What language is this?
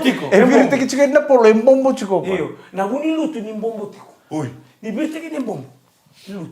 Fijian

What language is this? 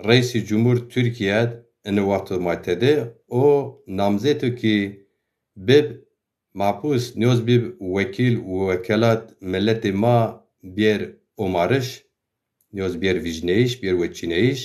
Zaza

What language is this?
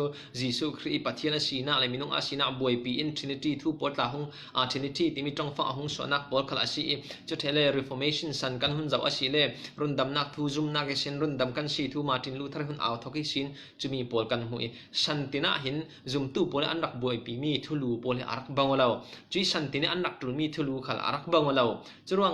Falam Chin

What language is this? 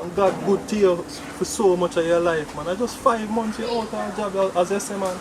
Jamaican Creole English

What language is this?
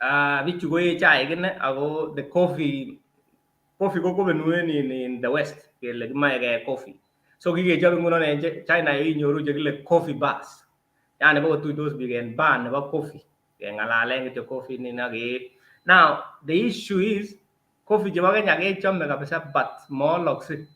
Kalenjin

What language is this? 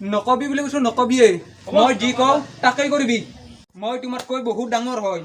Assamese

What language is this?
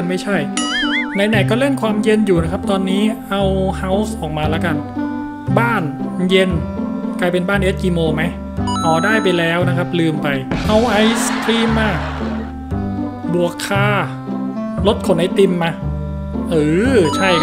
Thai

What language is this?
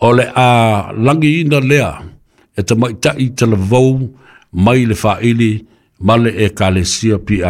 Samoan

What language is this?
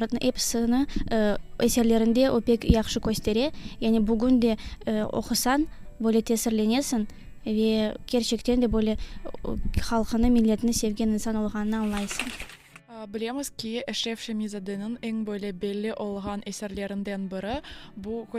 Crimean Tatar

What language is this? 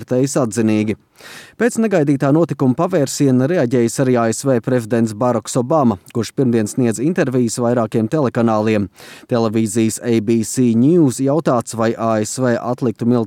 Latvian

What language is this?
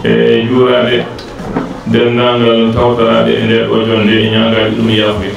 Fula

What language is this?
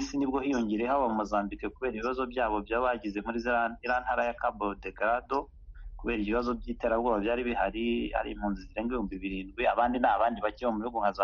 Kinyarwanda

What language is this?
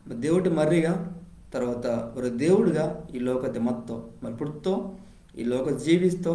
Koya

